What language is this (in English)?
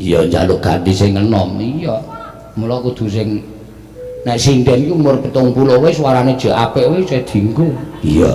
Javanese